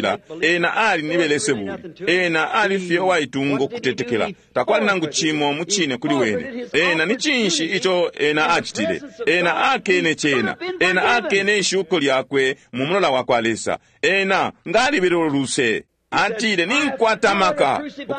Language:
Bemba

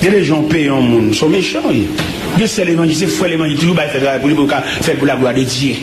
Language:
Haitian Creole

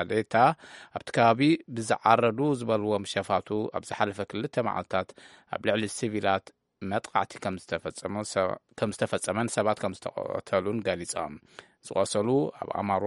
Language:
Tigrinya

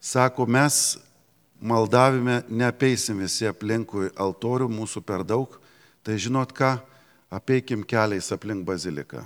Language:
Lithuanian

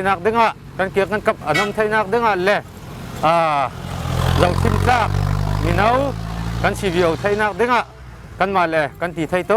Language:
Falam Chin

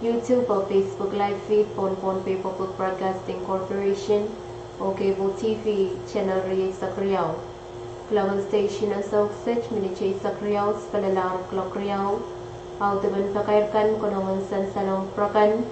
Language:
Pohnpeian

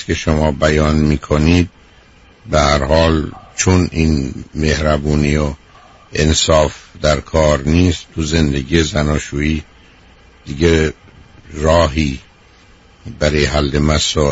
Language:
Persian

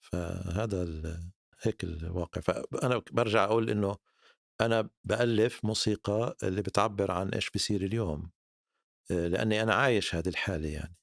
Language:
North Levantine Arabic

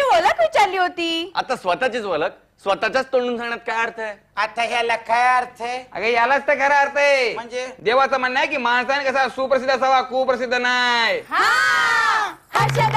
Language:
Marathi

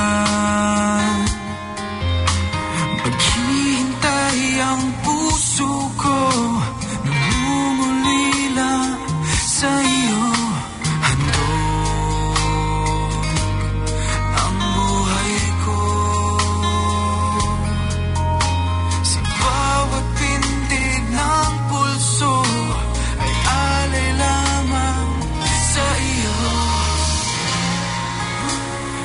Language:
Filipino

